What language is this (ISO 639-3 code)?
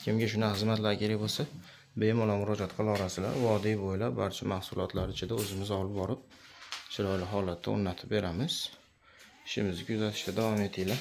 uzb